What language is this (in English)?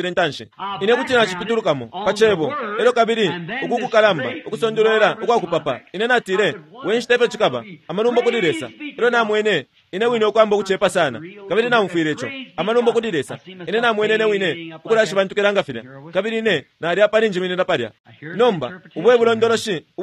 Bemba